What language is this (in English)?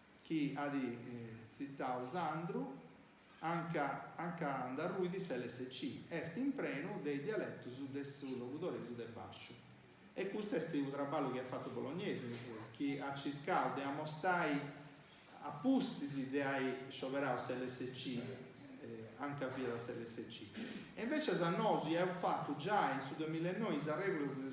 Sardinian